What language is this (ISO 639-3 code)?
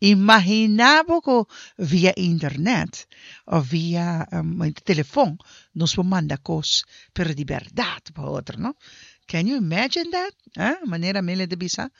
pap